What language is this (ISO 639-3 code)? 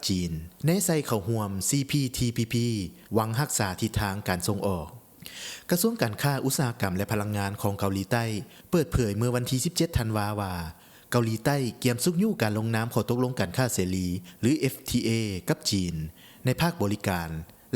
lao